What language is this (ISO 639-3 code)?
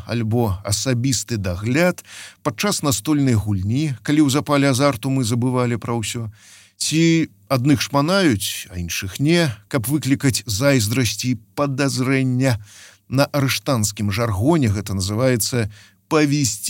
bel